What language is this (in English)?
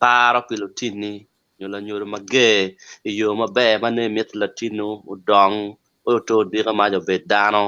Acoli